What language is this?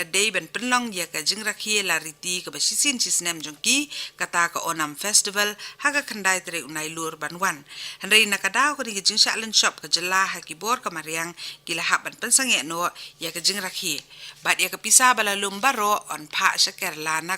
Khasi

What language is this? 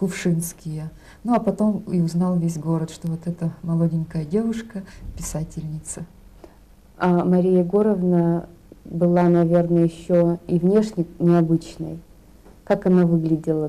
Russian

